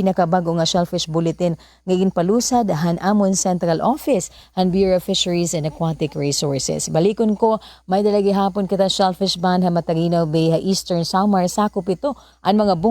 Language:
Waray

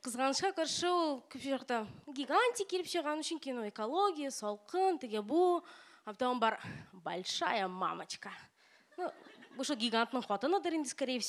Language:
Tatar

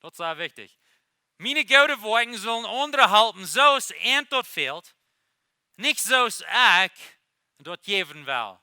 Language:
Plautdietsch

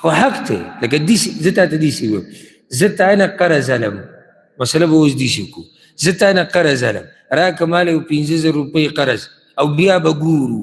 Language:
Pashto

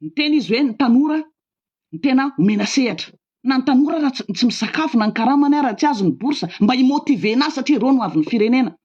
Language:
Malagasy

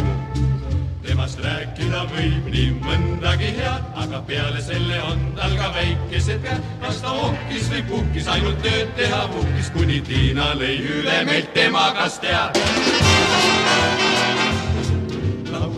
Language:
Estonian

